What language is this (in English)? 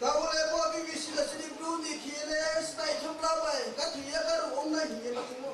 Riang (India)